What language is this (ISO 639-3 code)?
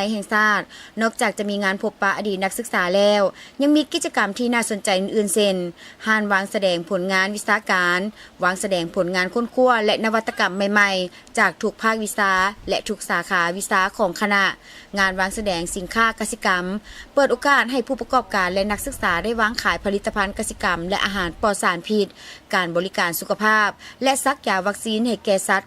lao